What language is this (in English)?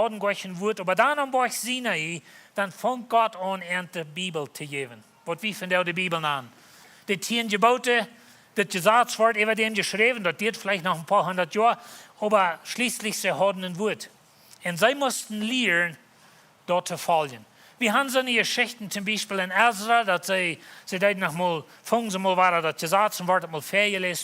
Plautdietsch